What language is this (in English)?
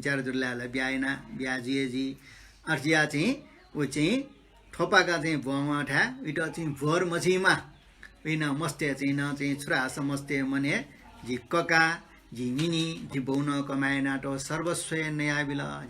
Newari